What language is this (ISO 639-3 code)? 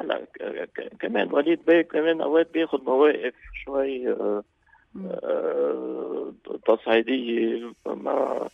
apc